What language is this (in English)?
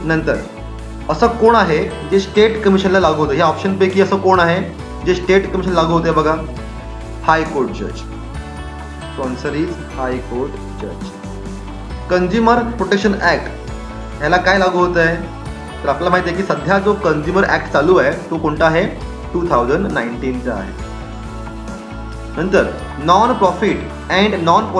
Marathi